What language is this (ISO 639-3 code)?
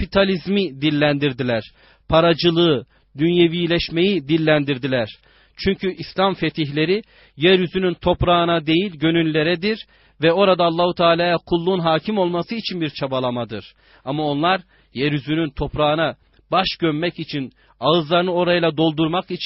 tur